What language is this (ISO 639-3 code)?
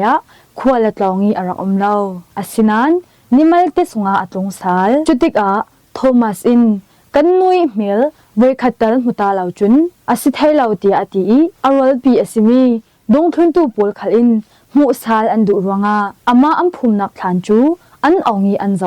cfm